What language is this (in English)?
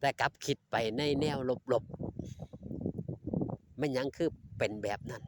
Northeastern Thai